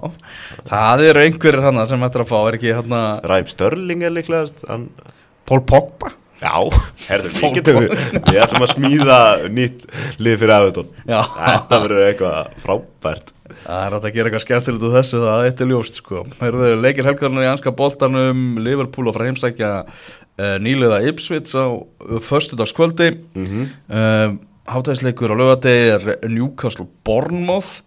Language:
Icelandic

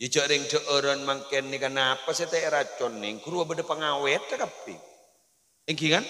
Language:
Madurese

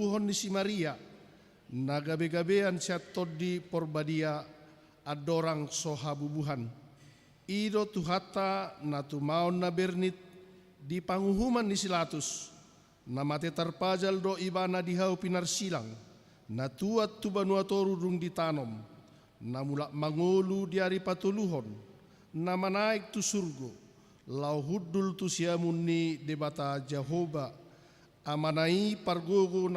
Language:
Batak Toba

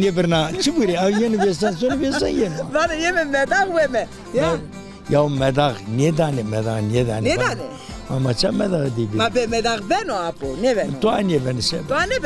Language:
Zaza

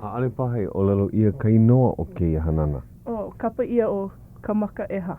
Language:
Hawaiian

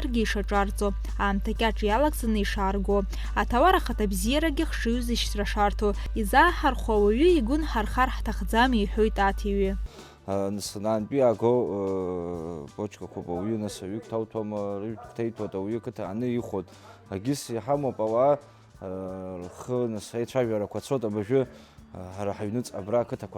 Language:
Abkhazian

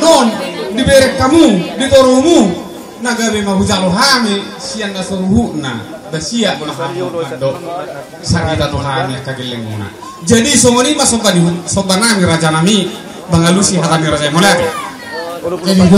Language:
Batak Toba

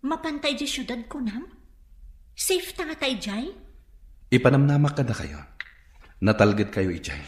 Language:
Iloko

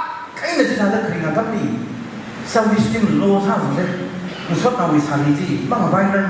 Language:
Tangkhul Naga (India)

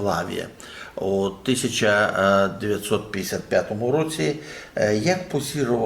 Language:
Rusyn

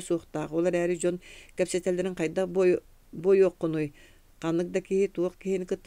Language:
Yakut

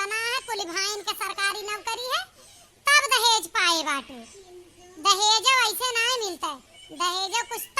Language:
Awadhi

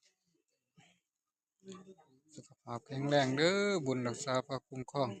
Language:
Lao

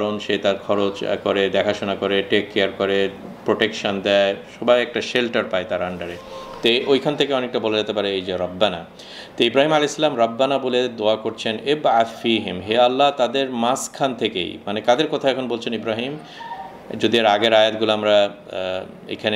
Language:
Bangla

